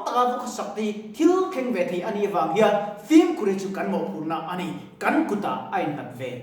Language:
Mizo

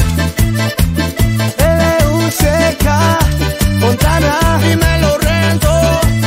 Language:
Spanish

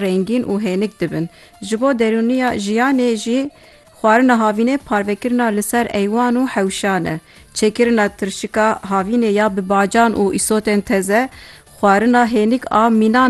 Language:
Kurdish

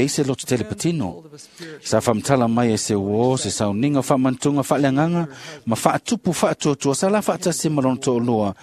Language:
Samoan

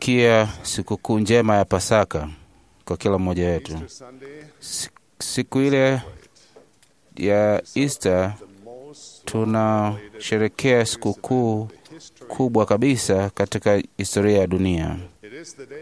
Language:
Swahili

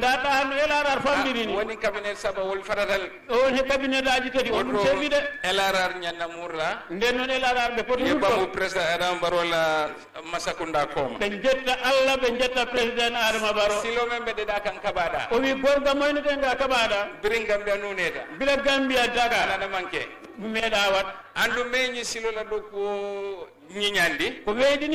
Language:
Fula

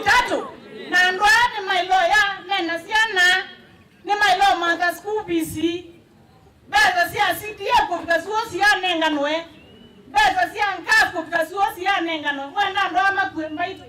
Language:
Kamba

